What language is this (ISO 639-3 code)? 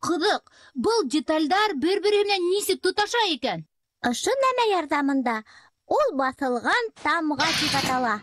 bak